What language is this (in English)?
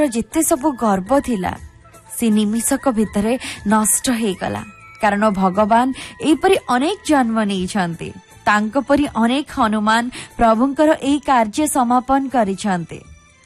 Odia